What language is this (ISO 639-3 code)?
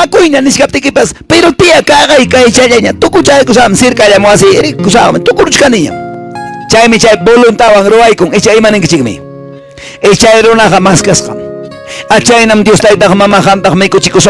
que